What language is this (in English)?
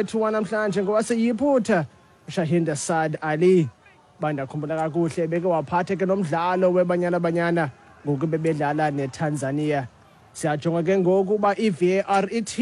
Xhosa